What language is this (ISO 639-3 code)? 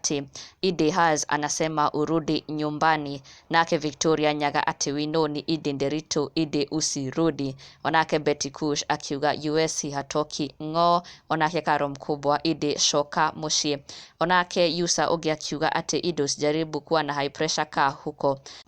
kik